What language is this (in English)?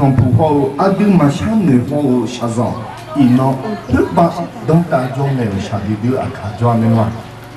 Akha